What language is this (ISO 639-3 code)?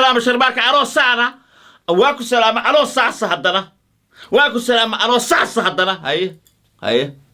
som